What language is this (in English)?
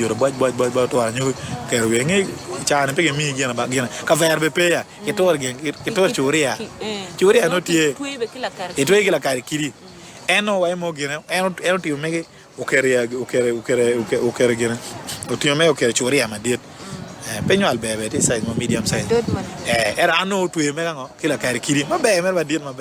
Acoli